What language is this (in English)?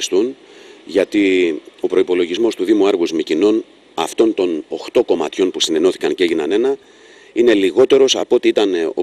Greek